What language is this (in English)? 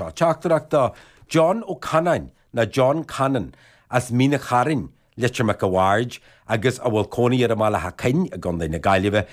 Irish